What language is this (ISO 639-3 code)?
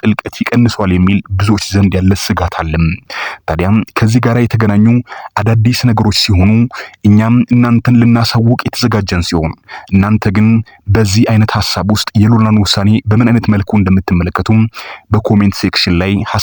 amh